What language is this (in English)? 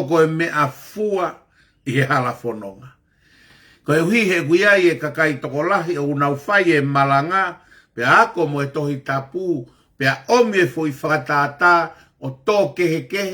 Tongan